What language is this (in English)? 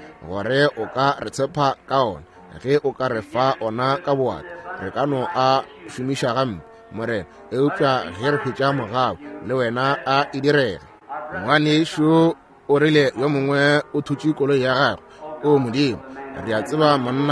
Northern Sotho